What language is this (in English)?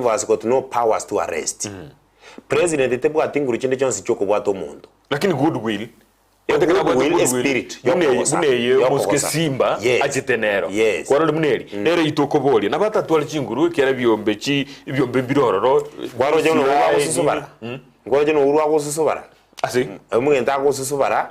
Gusii